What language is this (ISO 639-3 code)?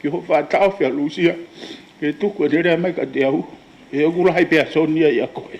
ton